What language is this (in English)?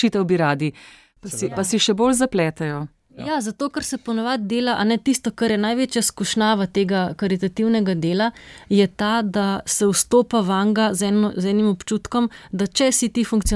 Slovenian